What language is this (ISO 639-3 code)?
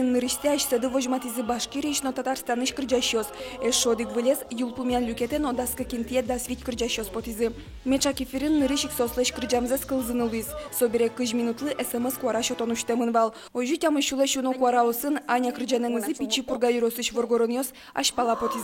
udm